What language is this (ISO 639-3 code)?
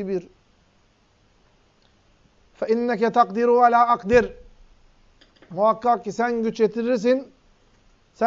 tur